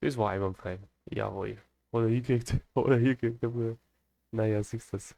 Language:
Bavarian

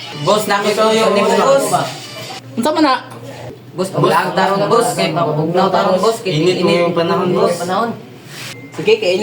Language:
Cebuano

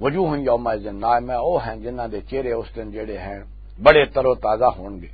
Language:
Western Panjabi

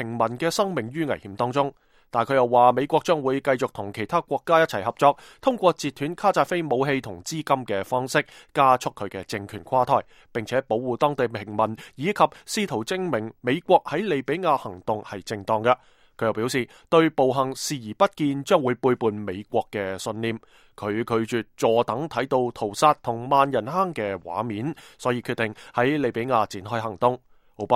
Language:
Cantonese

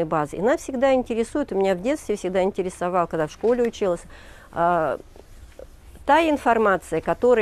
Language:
Russian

